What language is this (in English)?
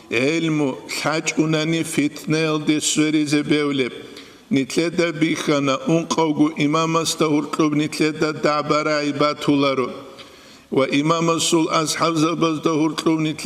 Avaric